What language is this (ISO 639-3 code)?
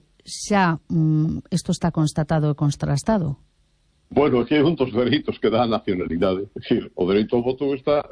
glg